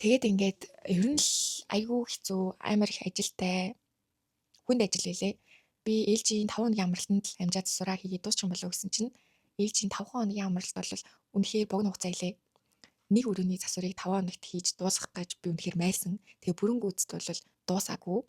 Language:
Mongolian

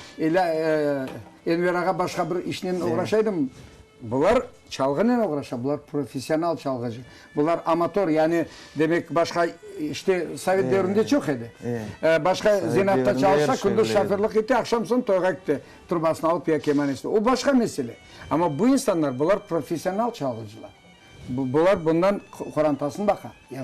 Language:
Crimean Tatar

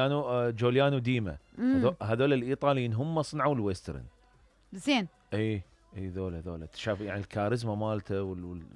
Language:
Mesopotamian Arabic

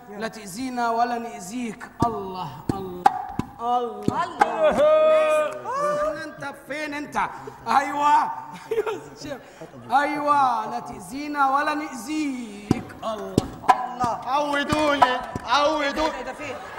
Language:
Egyptian Arabic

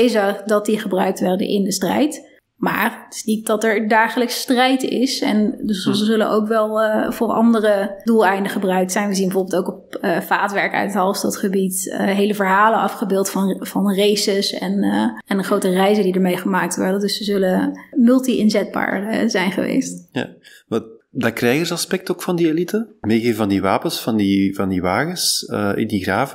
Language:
Dutch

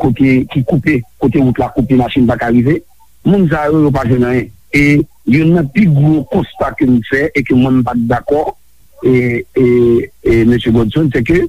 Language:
Haitian Creole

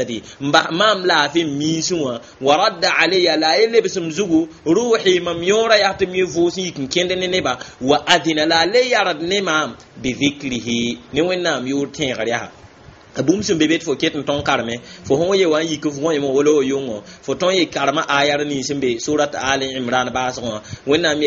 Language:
Mossi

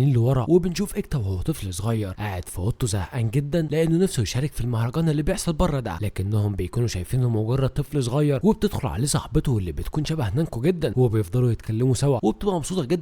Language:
Egyptian Arabic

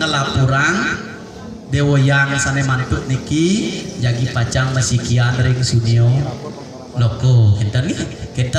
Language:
Balinese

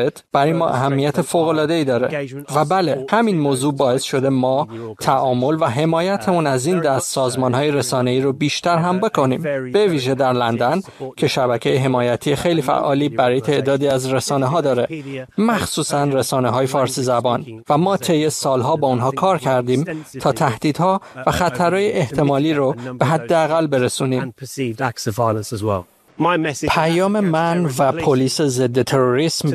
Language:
Persian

